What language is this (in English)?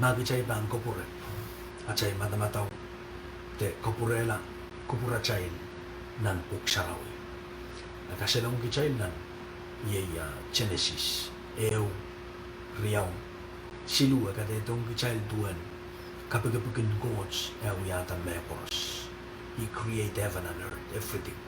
Pohnpeian